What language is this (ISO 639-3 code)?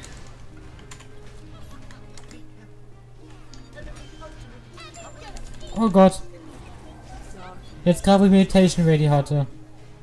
deu